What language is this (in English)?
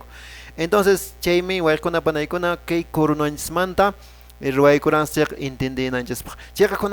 Quechua